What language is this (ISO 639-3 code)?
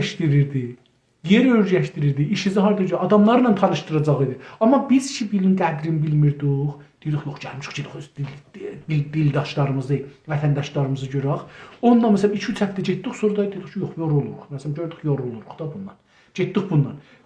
azb